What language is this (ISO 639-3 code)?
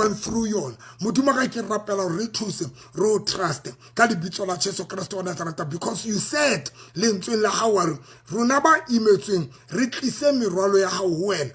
sot